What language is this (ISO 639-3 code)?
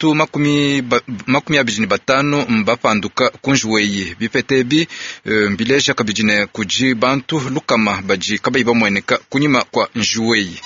lua